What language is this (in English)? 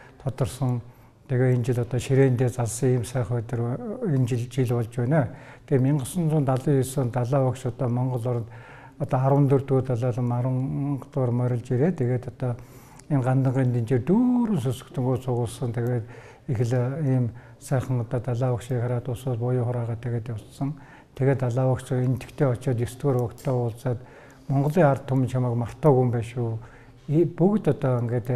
Mongolian